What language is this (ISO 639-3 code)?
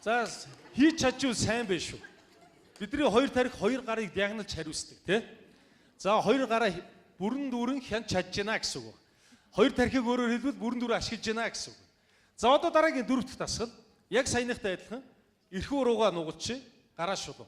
mon